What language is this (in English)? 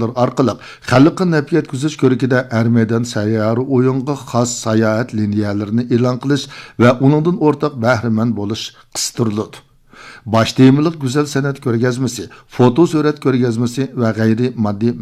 Uyghur